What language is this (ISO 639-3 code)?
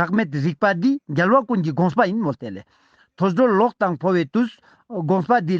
lbj